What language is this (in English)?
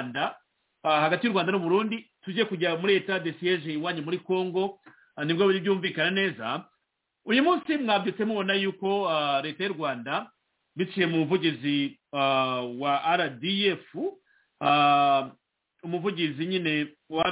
Kinyarwanda